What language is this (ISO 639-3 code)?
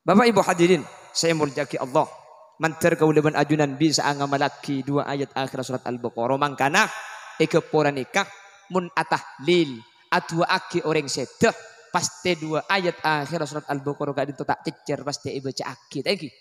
mad